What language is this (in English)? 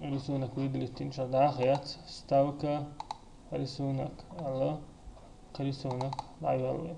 Chechen